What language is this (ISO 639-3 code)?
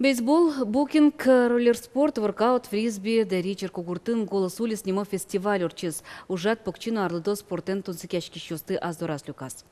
udm